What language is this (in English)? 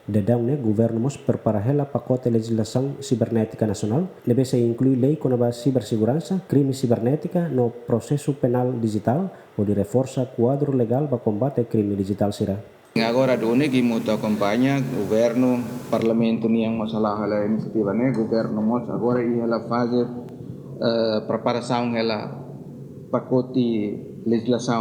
Tetum